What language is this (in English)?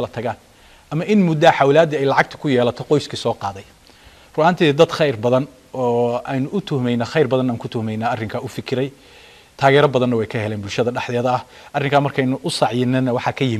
Somali